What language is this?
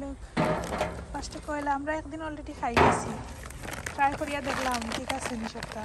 Sylheti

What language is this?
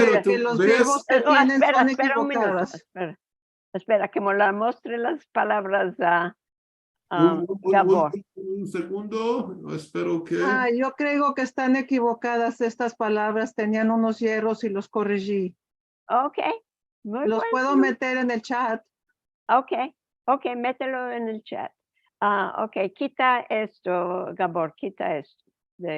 Ladino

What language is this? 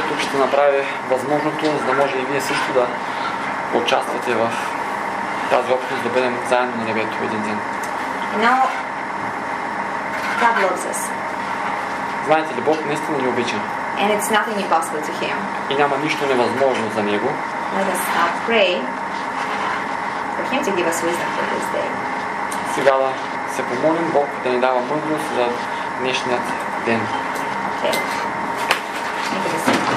Bulgarian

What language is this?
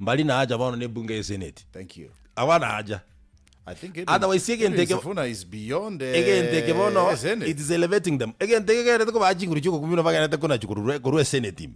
Gusii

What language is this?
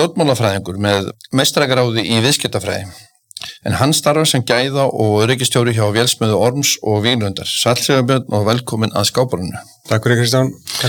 Icelandic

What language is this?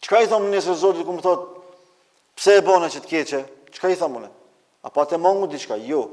Albanian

